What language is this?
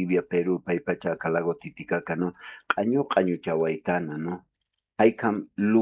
Aymara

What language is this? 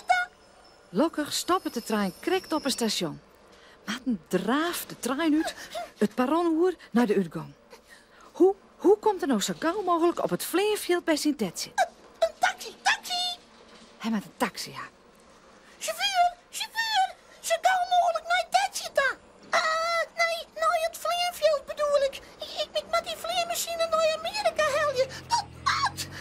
Western Frisian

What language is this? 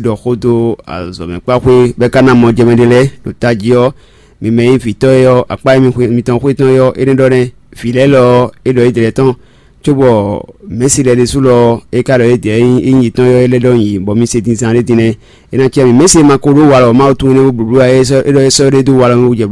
Fon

